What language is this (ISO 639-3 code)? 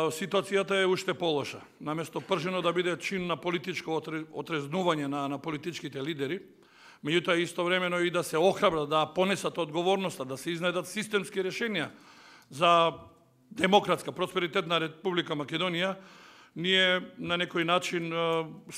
mkd